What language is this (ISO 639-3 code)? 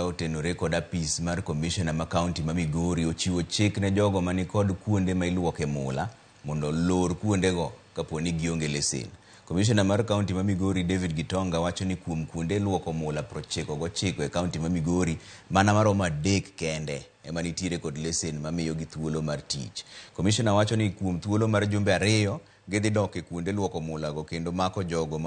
luo